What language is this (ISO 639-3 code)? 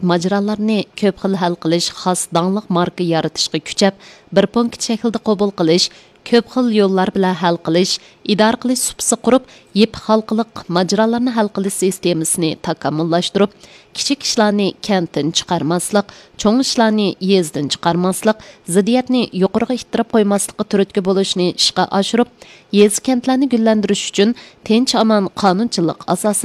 uig